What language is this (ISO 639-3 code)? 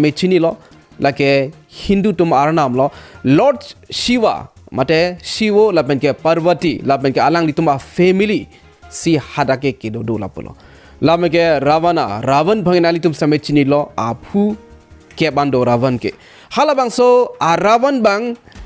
mjw